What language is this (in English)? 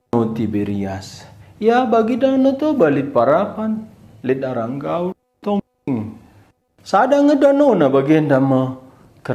Batak Karo